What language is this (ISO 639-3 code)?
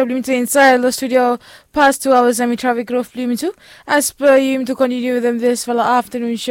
bis